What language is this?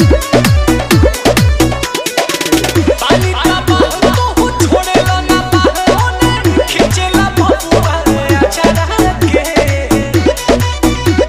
Bhojpuri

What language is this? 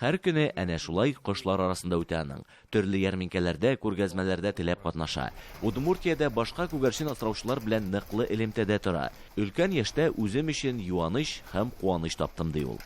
Tatar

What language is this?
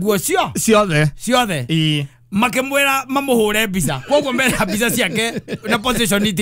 Kikuyu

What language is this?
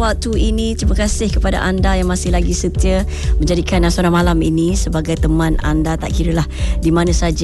Malay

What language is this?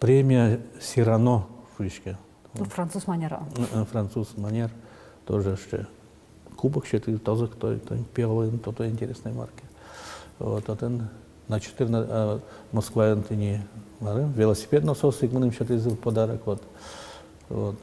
Udmurt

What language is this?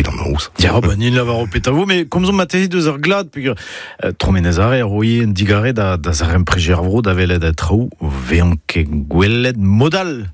Breton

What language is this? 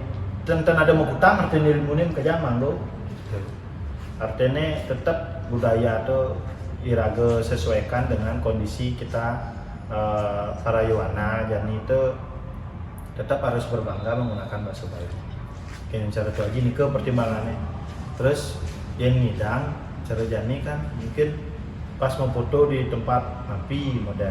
Balinese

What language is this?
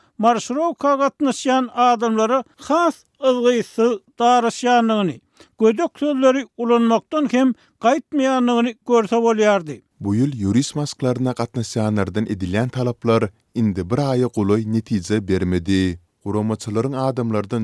Turkmen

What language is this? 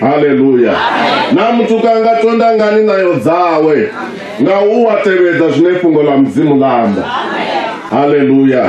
Venda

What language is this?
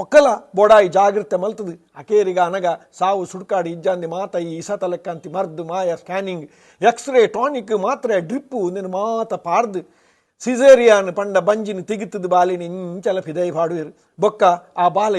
Tulu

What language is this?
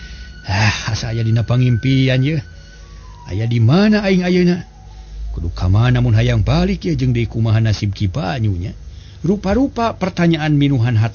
Sundanese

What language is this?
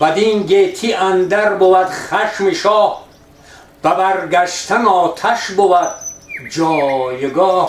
Tajik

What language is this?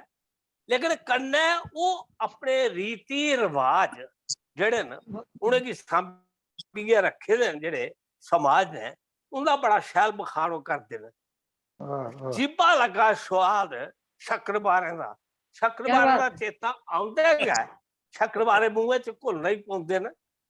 Dogri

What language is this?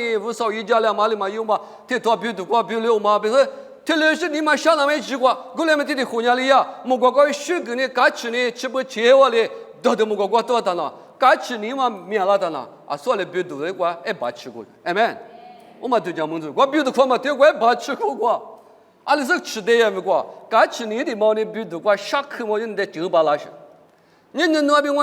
Lisu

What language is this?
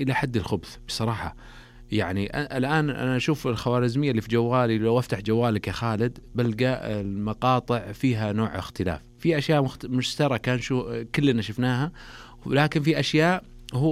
Najdi Arabic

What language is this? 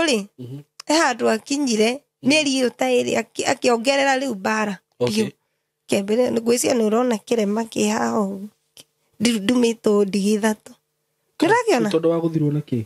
Kikuyu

